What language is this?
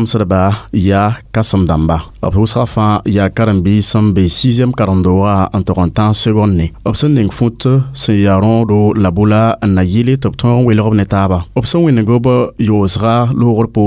Mossi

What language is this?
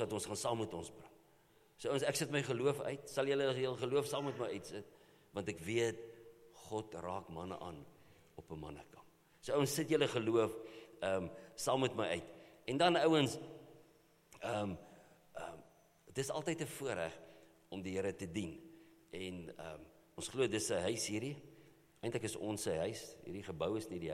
Afrikaans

